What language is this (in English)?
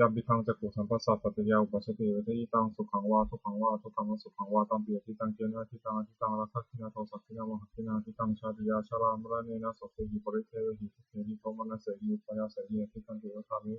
Pali